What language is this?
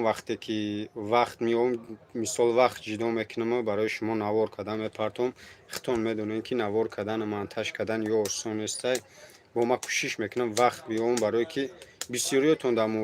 Tajik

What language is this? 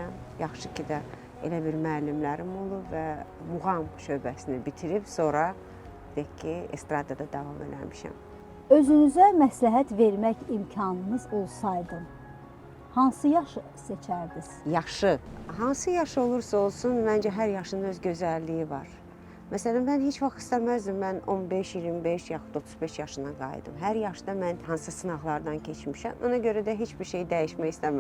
Azerbaijani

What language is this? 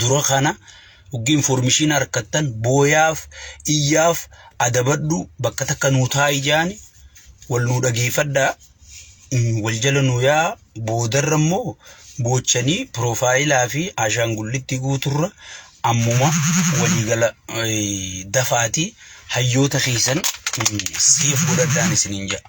Oromo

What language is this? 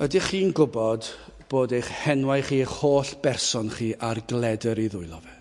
Welsh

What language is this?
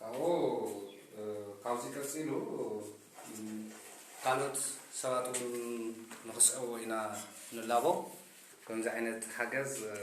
Tigrinya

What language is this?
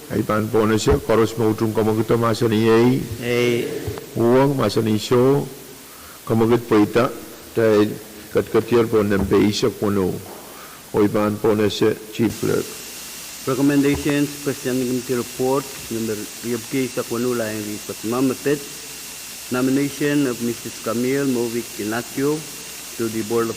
Pohnpeian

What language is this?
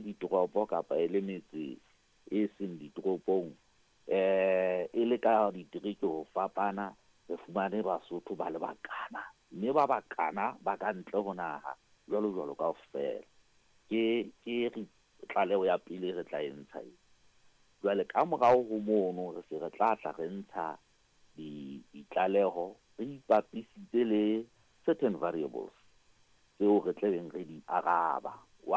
Southern Sotho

